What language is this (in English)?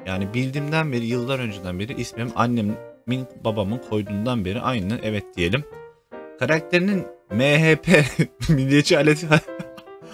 Turkish